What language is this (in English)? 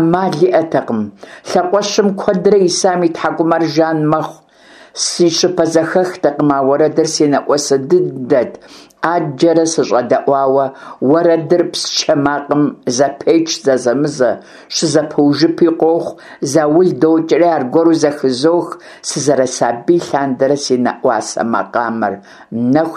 Kabardian